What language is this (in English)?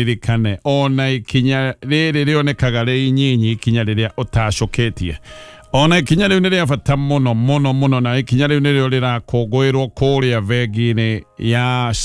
Kikuyu